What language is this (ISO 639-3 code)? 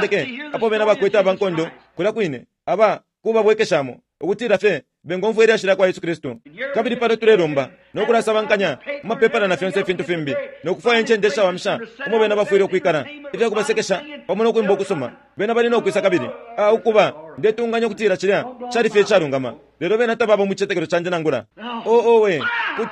bem